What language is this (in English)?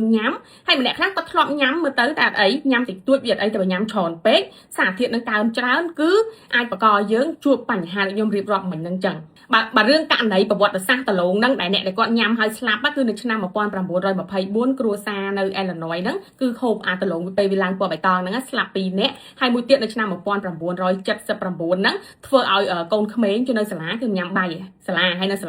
Khmer